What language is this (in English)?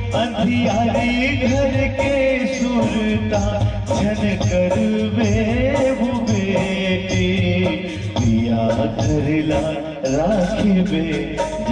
Chhattisgarhi